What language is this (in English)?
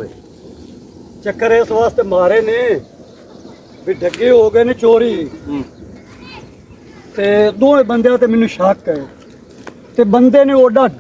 Punjabi